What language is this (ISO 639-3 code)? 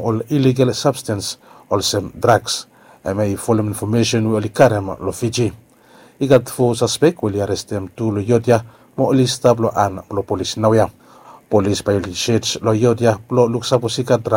bis